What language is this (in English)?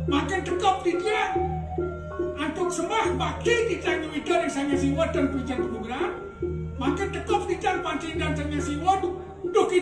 Balinese